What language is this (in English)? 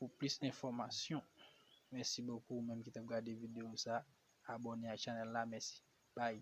Haitian Creole